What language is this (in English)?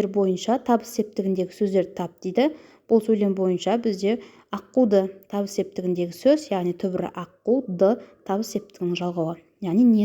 Kazakh